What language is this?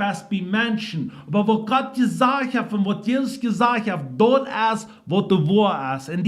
Plautdietsch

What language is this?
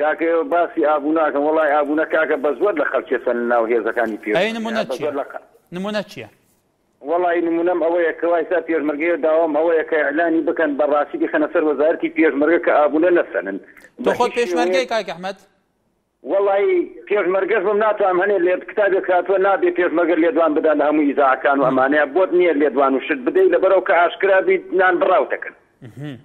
Central Kurdish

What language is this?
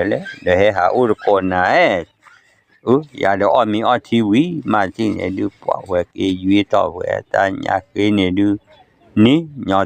S'gaw Karen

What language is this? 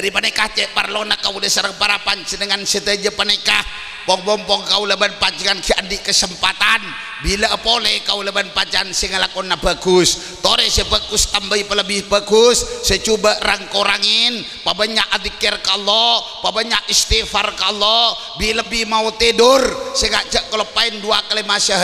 Madurese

